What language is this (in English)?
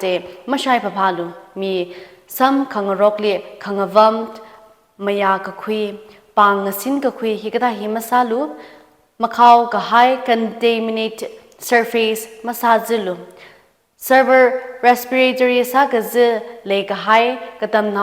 Tangkhul Naga (India)